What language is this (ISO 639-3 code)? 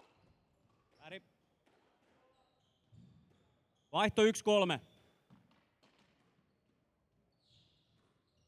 fin